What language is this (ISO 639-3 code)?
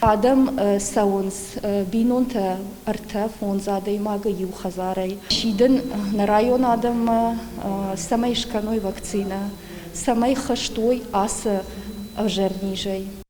oss